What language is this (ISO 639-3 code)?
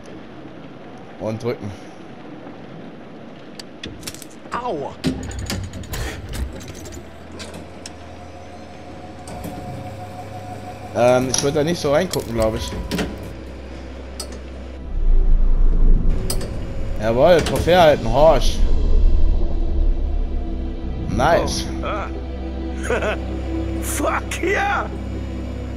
deu